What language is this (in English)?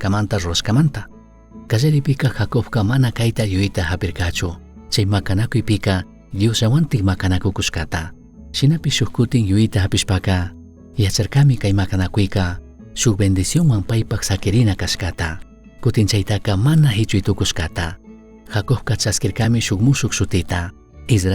Chimborazo Highland Quichua